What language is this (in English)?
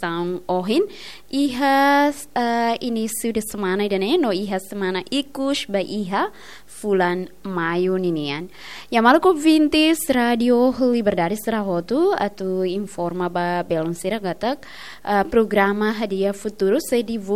Tetum